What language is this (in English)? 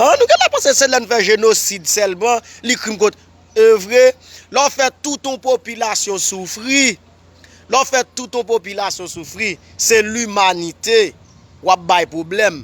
Haitian Creole